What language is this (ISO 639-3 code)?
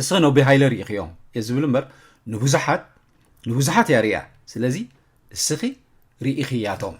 tir